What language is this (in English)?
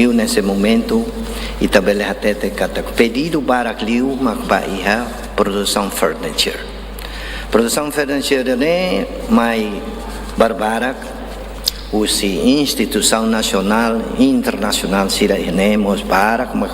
Tetum